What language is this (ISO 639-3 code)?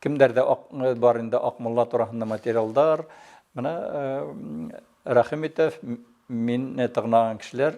bak